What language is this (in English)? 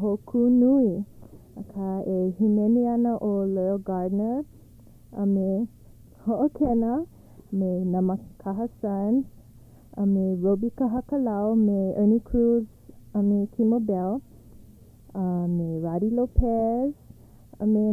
Hawaiian